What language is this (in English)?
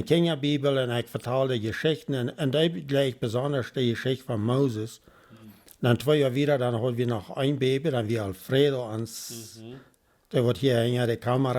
Plautdietsch